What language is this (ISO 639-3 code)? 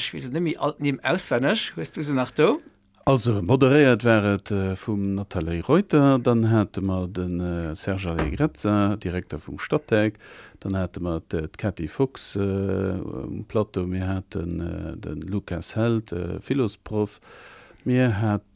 ltz